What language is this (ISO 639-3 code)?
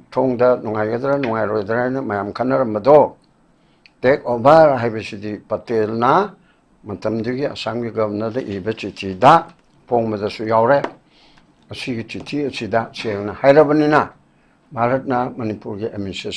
mni